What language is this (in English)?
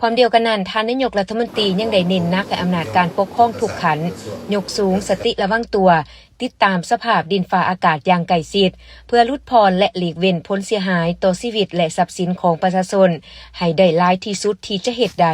Lao